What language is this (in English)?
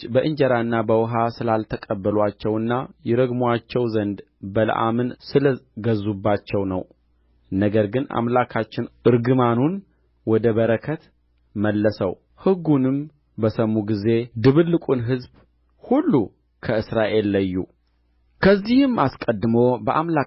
Amharic